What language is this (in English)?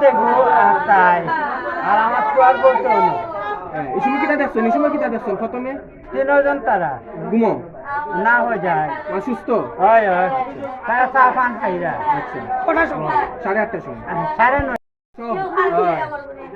Sylheti